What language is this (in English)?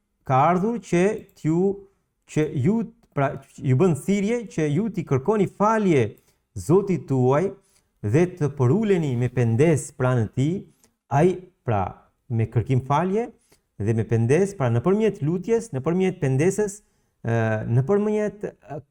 Albanian